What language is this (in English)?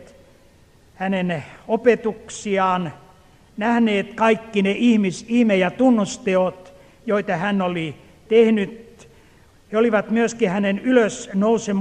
Finnish